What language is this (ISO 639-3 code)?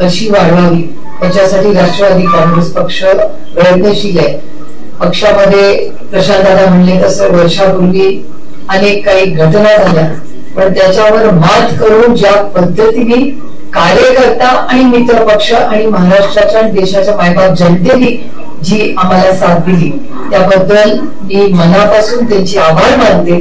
mar